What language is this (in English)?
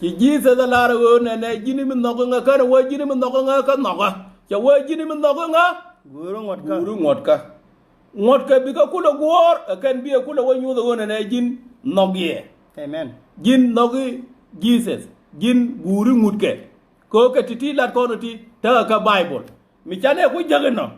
Nuer